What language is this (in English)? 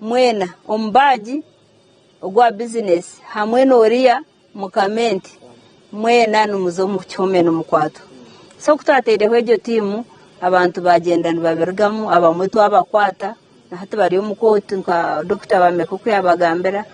Nyankole